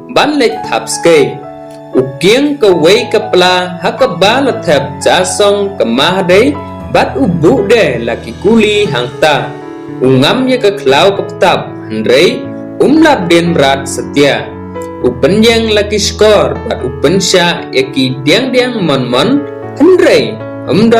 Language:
Khasi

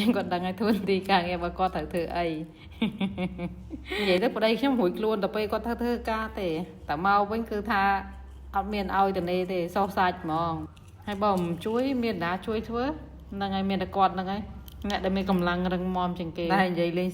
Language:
Khmer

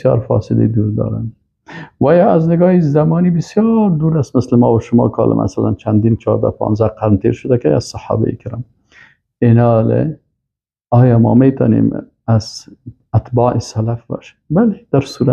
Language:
Persian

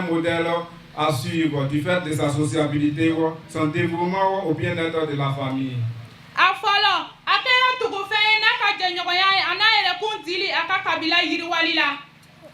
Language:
Bambara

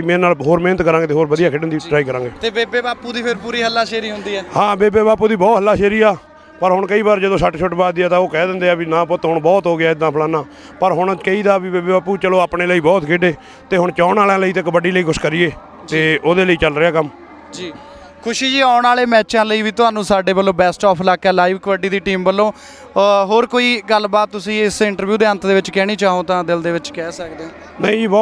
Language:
Punjabi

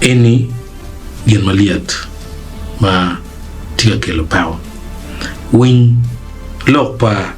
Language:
Acoli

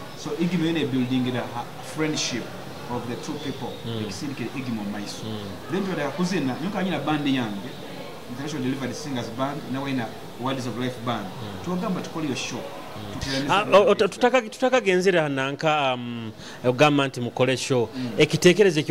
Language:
Nyoro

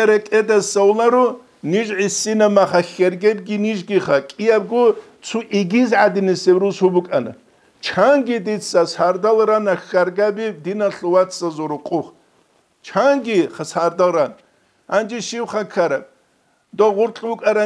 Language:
Avaric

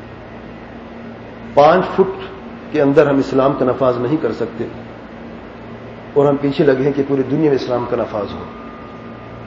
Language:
Urdu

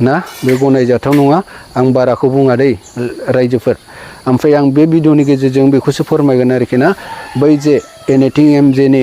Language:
Bodo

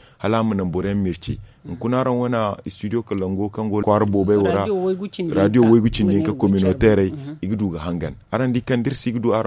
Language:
Zarma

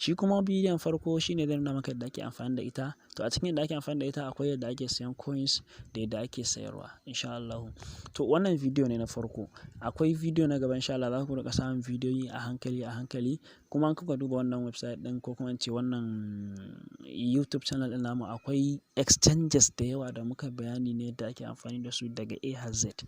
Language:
Hausa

